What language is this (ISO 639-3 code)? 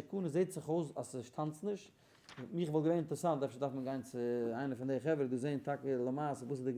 yid